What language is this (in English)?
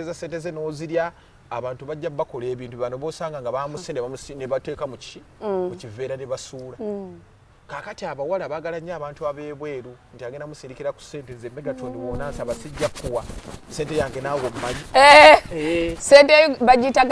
Ganda